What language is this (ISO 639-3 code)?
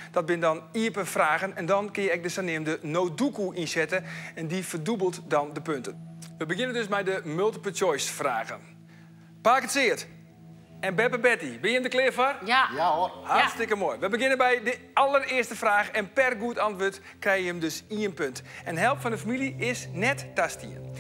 fry